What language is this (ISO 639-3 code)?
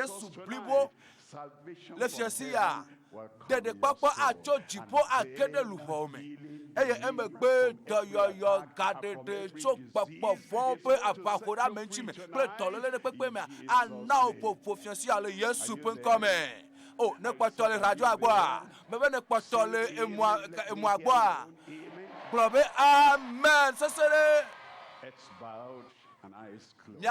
ewe